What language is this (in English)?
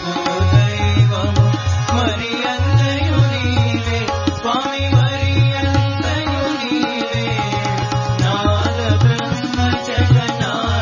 Telugu